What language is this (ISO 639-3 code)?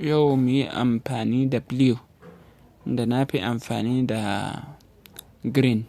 hau